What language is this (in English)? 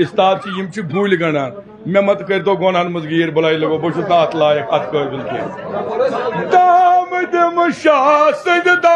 Kashmiri